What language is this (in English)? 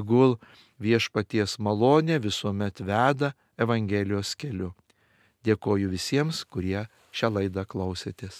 Lithuanian